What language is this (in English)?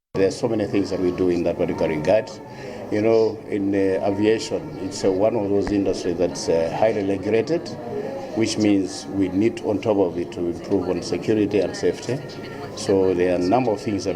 English